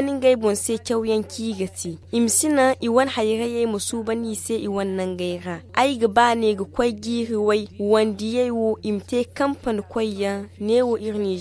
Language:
Zarma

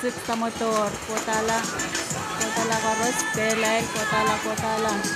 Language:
Pohnpeian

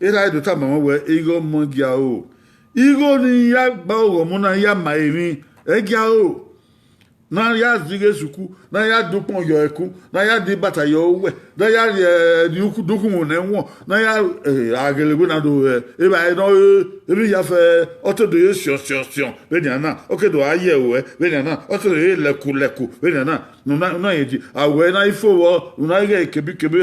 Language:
Bini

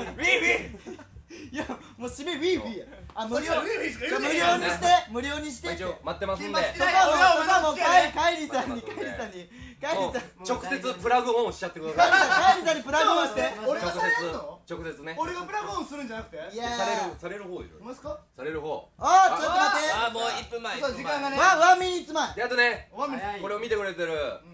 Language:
Japanese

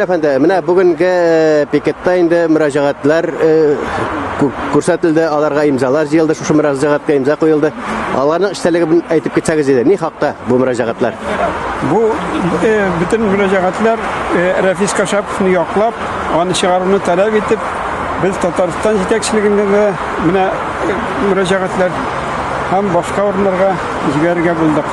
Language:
Tatar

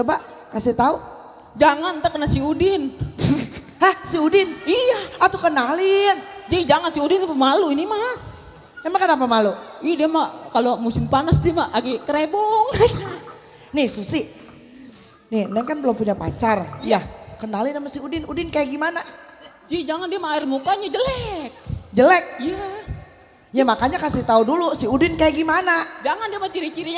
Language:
Betawi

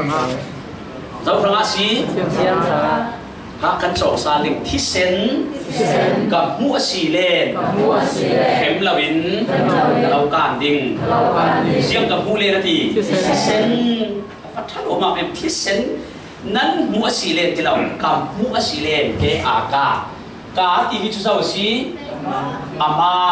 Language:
Falam Chin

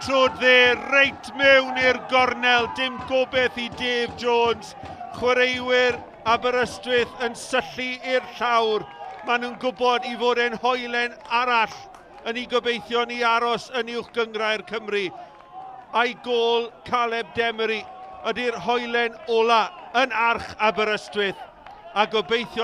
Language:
Welsh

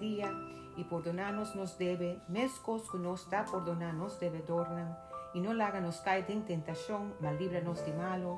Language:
Papiamento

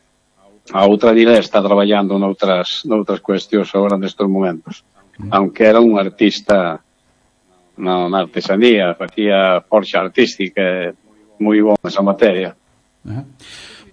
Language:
Galician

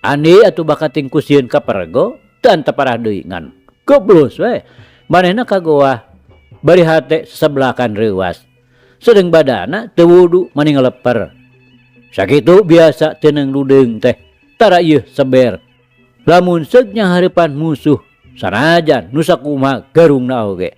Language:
Sundanese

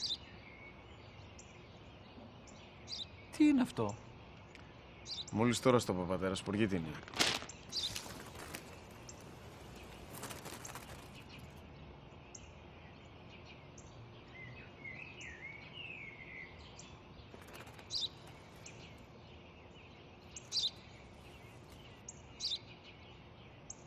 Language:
Greek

